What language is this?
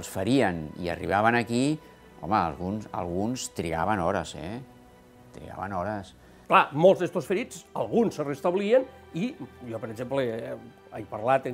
Catalan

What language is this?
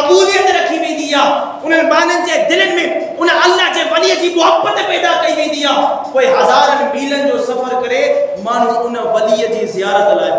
Sindhi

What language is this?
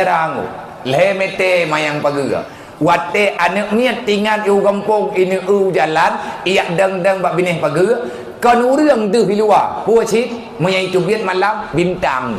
Achinese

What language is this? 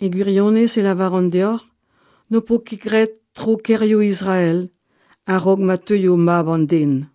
Breton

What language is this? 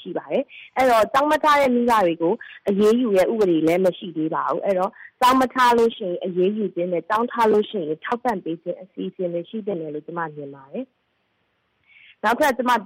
Burmese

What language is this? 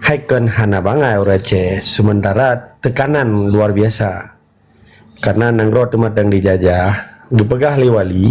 Achinese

